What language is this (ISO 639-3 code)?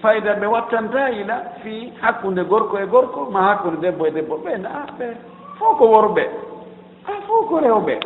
ful